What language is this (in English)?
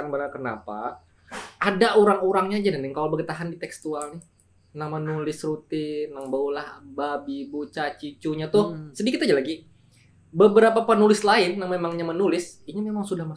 Banjar